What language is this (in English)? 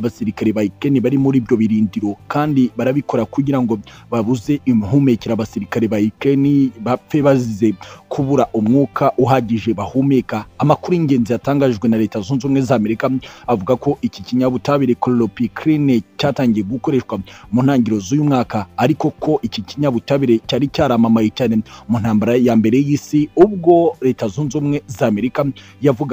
Kinyarwanda